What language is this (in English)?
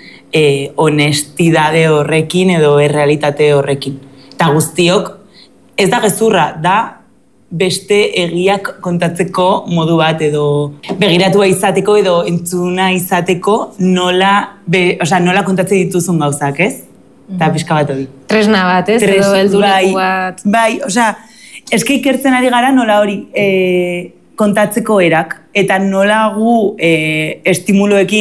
Basque